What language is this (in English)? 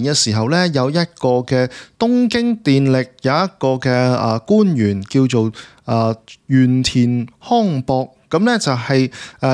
Cantonese